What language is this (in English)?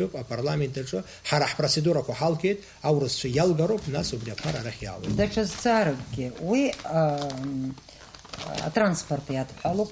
Abkhazian